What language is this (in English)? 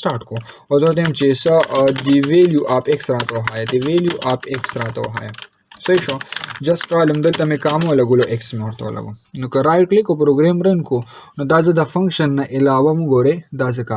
Pashto